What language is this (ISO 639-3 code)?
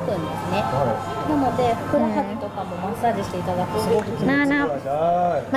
tha